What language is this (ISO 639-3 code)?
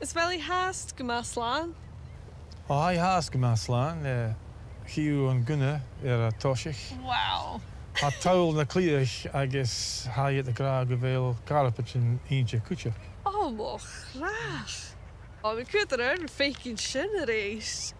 gla